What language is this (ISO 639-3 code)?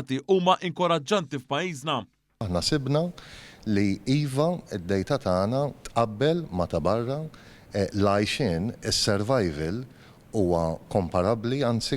mlt